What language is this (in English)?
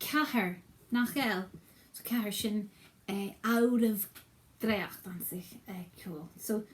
Scottish Gaelic